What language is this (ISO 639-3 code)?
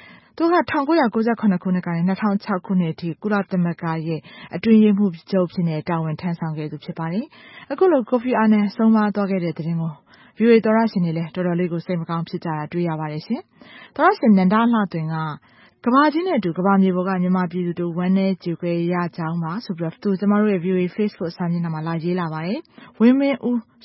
mya